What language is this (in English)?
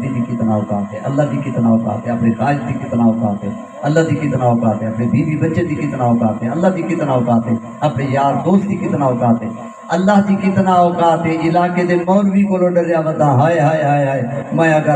Saraiki